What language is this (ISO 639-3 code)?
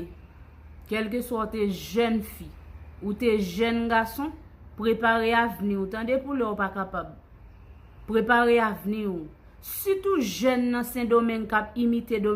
hat